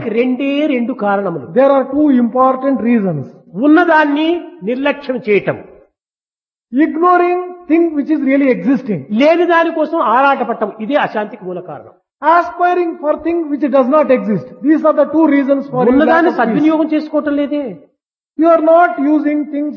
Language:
Telugu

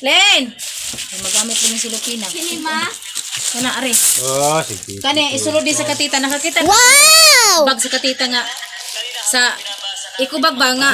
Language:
Cebuano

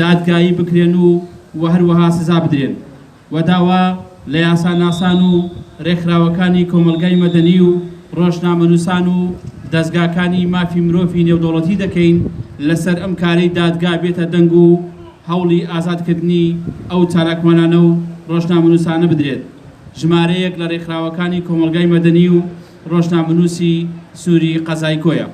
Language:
Central Kurdish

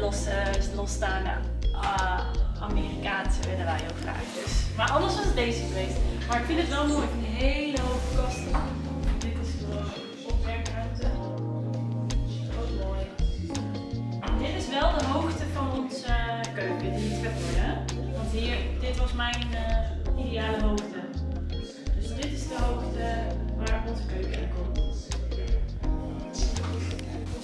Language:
Dutch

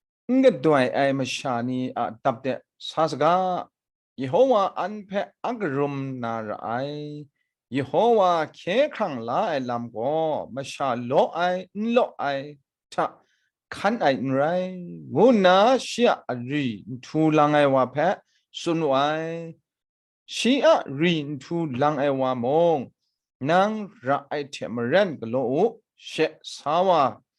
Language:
Kachin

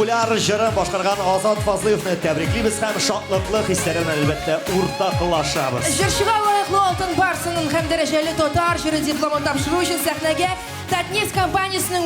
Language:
Tatar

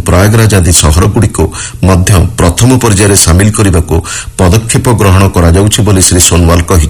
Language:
Odia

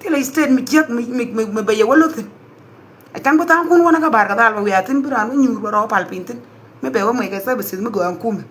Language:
Nuer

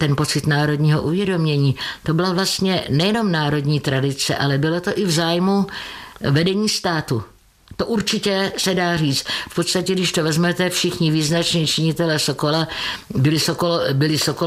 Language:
Czech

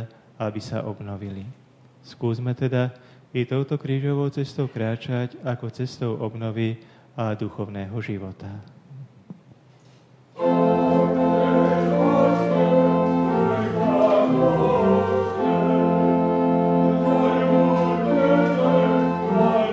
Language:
Slovak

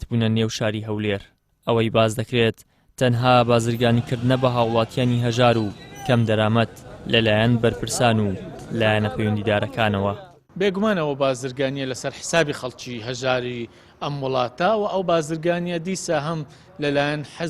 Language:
Central Kurdish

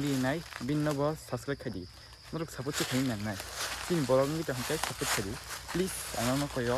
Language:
Kok Borok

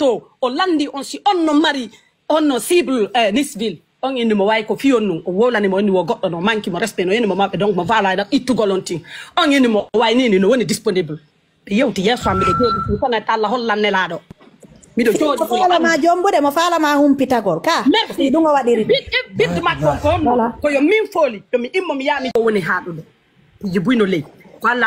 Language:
Pular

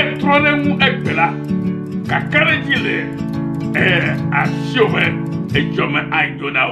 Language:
Ewe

